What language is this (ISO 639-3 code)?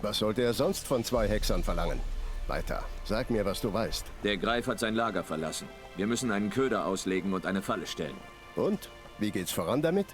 gsw